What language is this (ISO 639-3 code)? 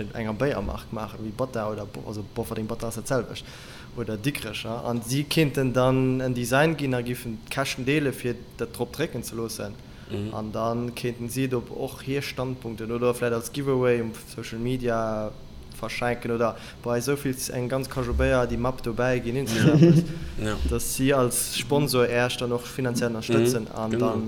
ltz